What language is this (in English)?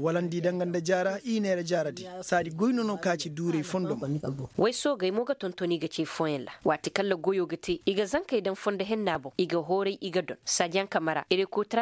Koyraboro Senni